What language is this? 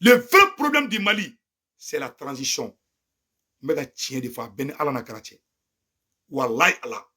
Bambara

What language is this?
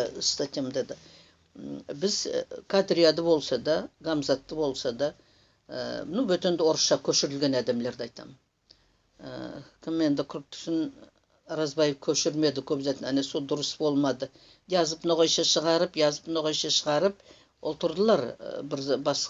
Nogai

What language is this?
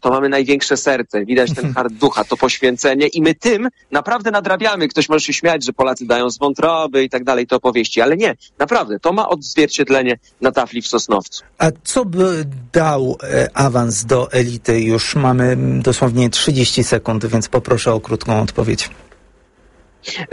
Polish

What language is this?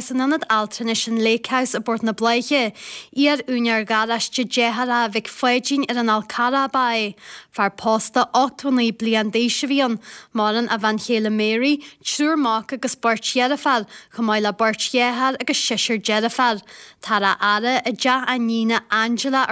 Irish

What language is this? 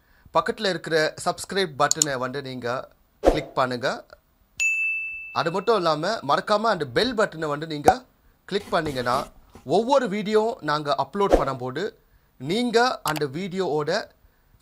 Tamil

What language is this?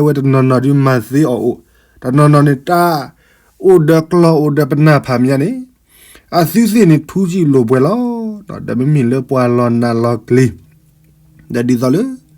S'gaw Karen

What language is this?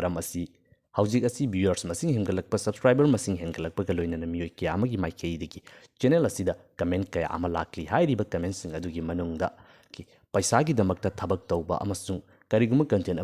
Manipuri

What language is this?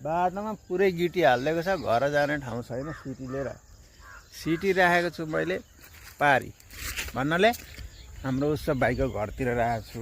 Nepali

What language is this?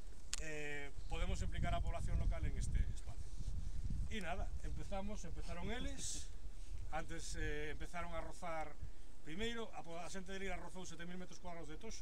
Galician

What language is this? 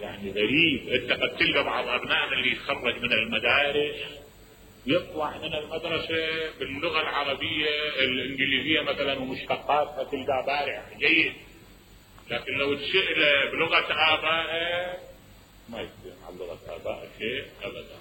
Mesopotamian Arabic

